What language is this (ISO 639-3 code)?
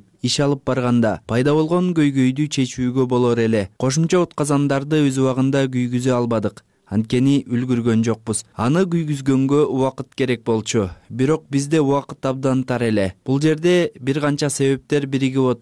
kir